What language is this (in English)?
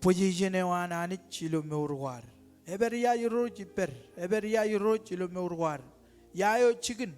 Marshallese